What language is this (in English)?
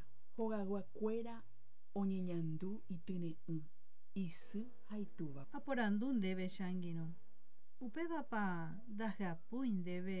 Guarani